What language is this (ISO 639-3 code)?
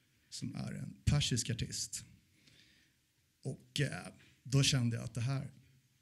swe